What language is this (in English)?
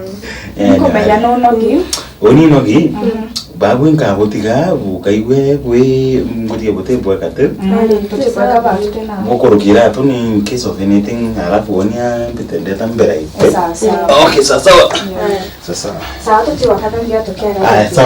Meru